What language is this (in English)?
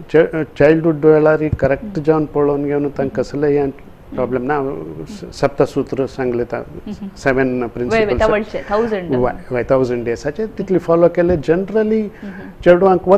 Konkani